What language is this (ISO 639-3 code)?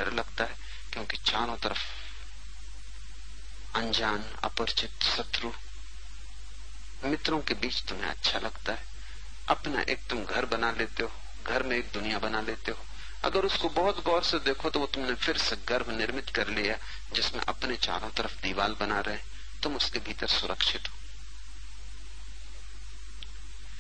hin